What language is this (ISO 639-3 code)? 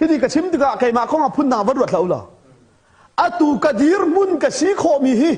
cnh